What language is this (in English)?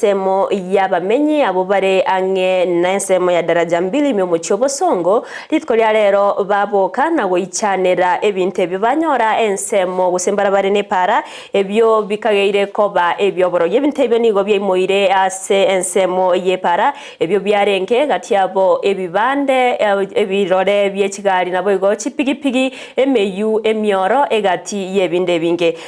Gusii